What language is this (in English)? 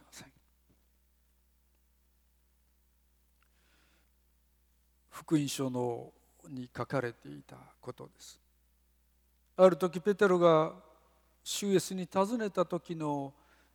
Japanese